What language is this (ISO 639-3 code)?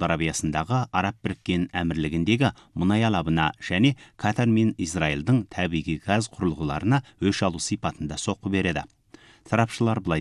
kaz